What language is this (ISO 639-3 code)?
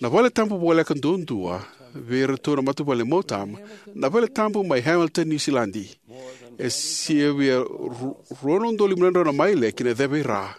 fij